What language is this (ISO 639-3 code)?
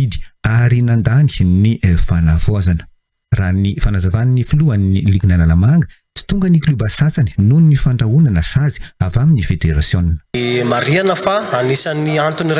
mlg